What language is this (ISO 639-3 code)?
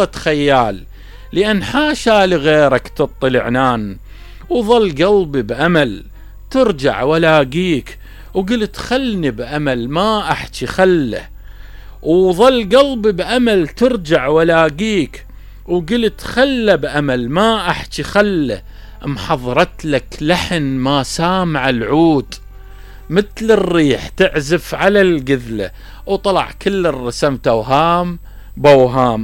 acm